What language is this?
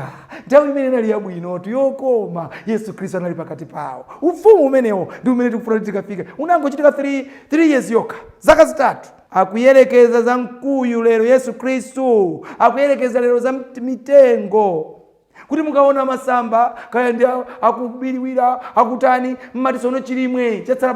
Nyanja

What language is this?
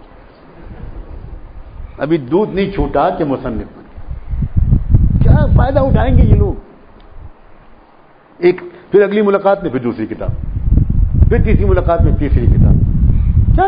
Urdu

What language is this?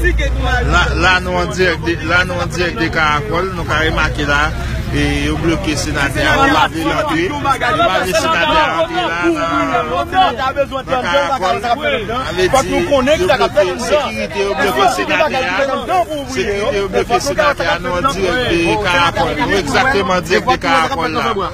Haitian Creole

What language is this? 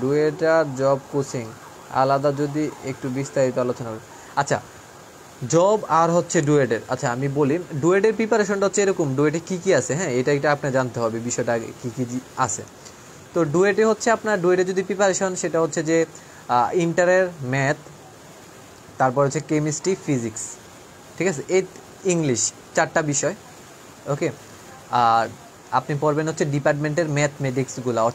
Bangla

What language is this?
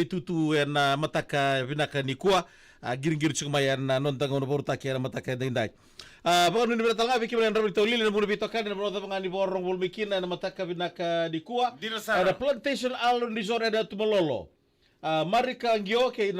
Fijian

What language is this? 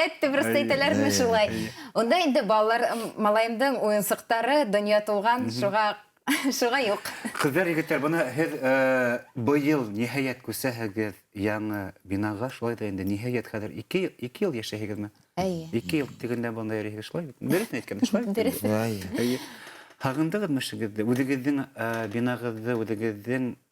Bashkir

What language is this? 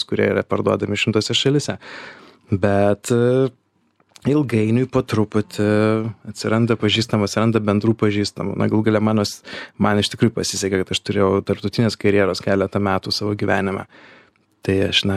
Lithuanian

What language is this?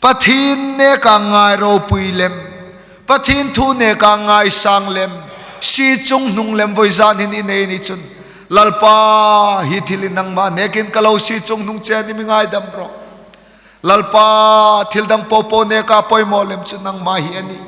Hmar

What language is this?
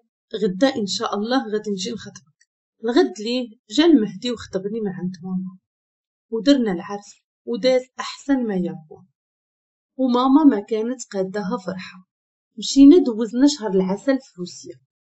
Moroccan Arabic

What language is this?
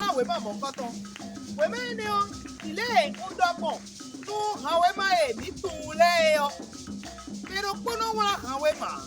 Fon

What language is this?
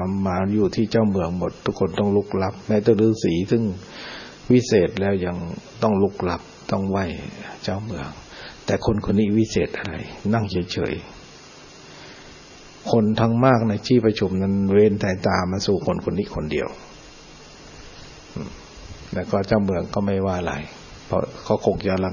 Thai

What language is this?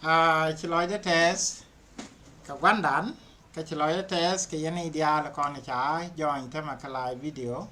Nuer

